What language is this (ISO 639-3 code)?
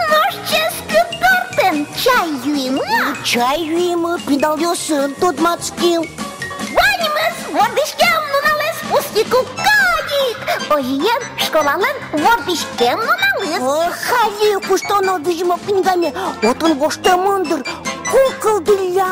udm